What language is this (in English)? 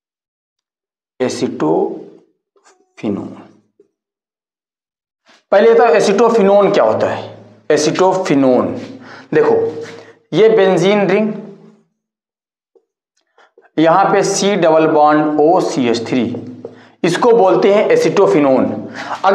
Hindi